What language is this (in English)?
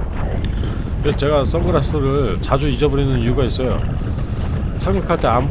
Korean